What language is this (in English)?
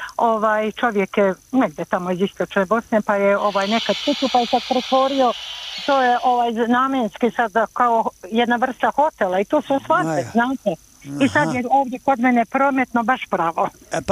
Bosnian